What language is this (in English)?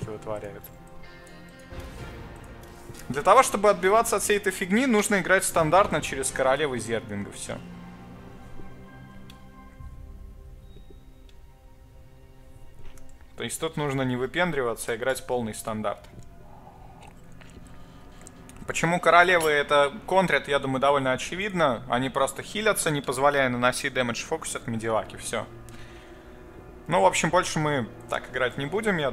Russian